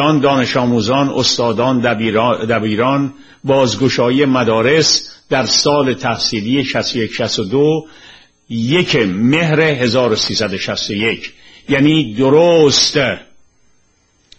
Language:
Persian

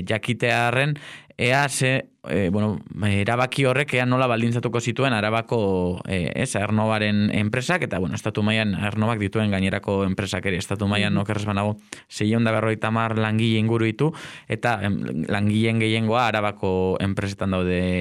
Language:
Basque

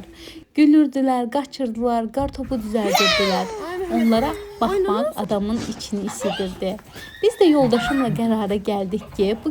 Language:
Azerbaijani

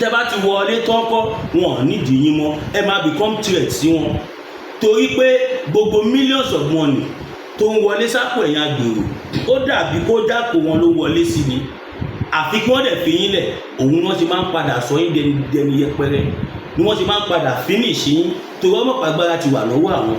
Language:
Yoruba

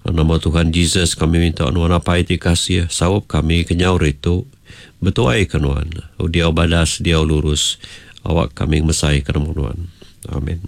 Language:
Iban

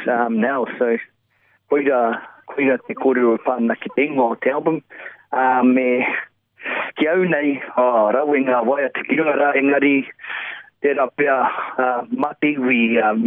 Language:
Māori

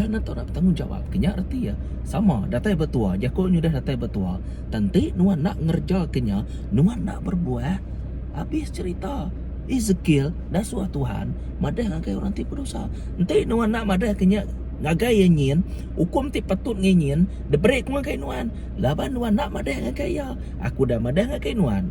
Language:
Iban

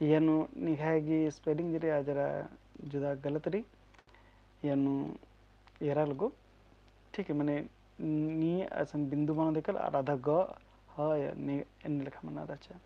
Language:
Kurukh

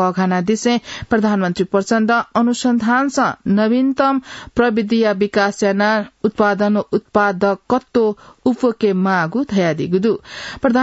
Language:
Newari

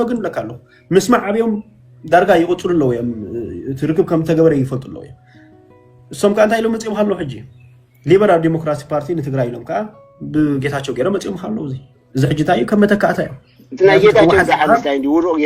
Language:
Tigrinya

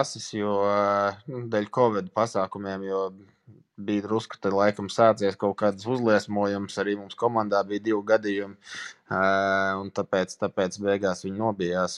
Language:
Latvian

